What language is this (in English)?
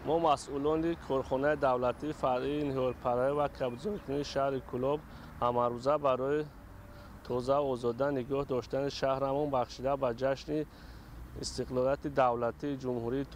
Tajik